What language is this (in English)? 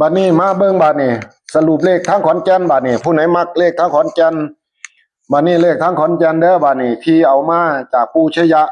Northeastern Thai